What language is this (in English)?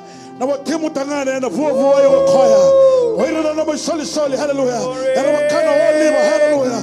Fijian